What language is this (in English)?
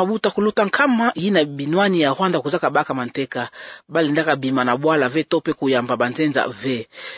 Kituba (Democratic Republic of Congo)